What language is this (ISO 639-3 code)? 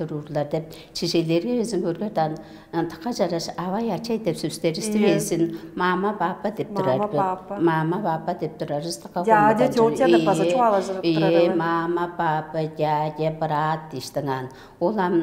tyv